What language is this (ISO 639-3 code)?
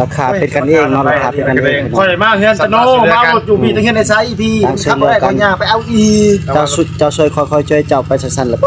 tts